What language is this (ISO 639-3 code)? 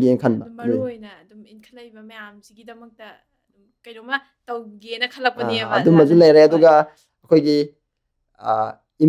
mni